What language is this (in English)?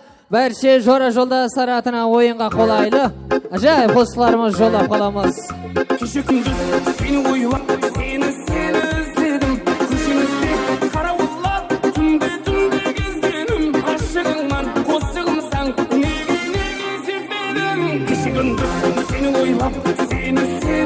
Kara-Kalpak